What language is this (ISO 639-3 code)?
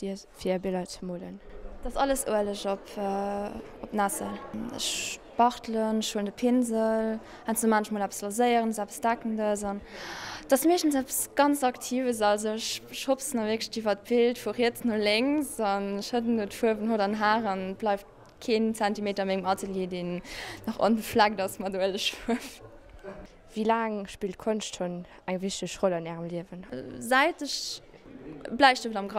ltz